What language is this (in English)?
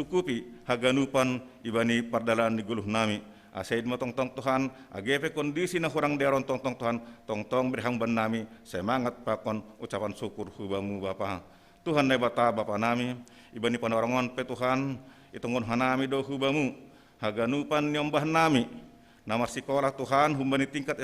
Batak Simalungun